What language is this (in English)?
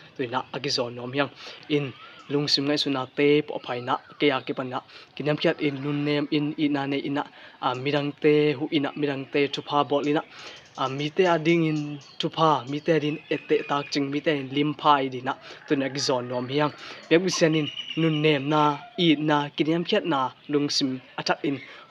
Tedim Chin